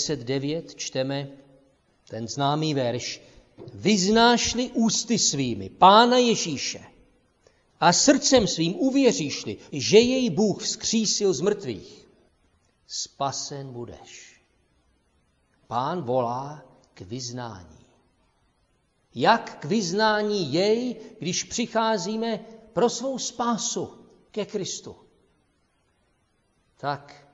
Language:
Czech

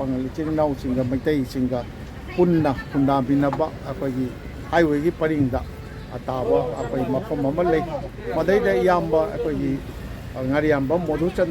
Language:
Manipuri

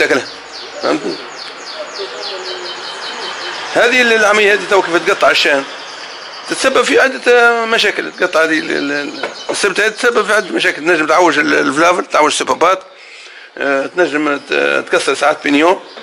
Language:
Tunisian Arabic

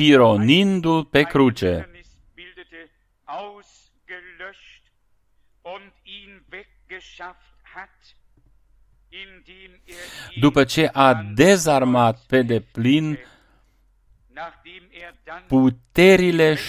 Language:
Romanian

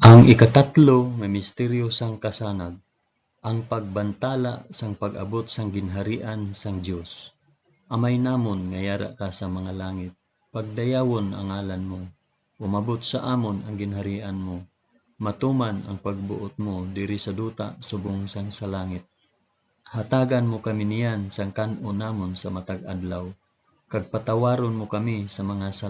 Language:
Hiligaynon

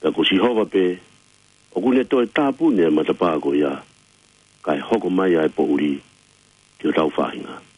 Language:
Tongan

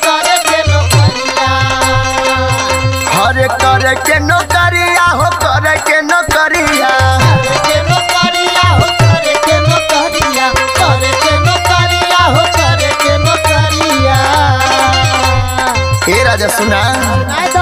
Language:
Bhojpuri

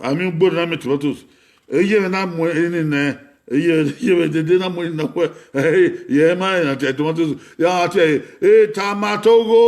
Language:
Bini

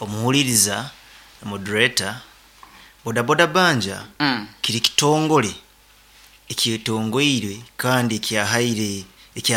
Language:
Nyoro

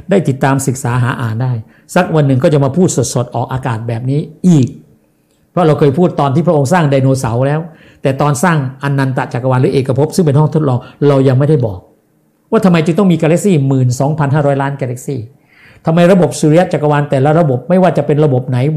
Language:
Thai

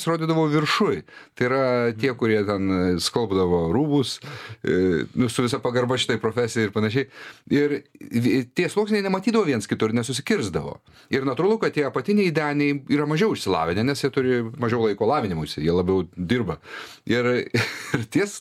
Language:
Lithuanian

